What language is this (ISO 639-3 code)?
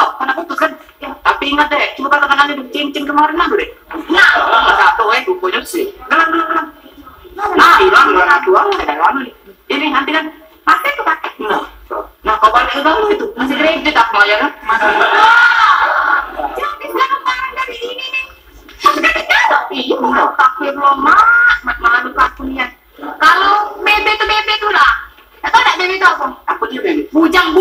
mui